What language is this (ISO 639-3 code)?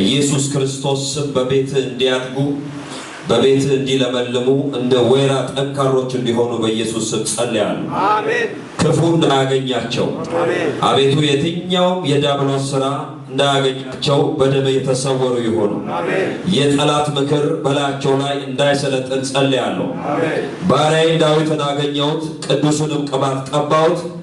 amh